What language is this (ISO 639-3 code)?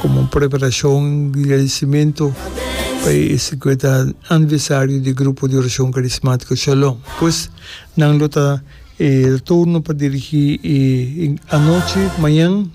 pap